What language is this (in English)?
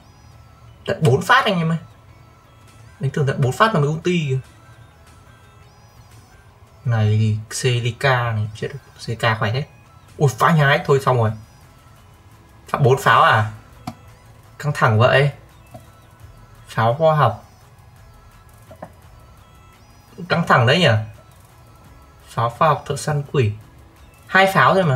Vietnamese